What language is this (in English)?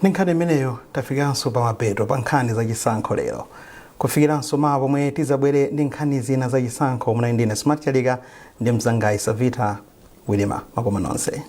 Nyanja